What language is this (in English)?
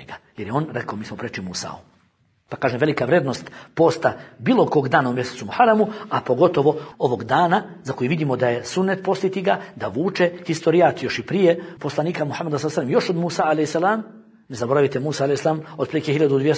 Bosnian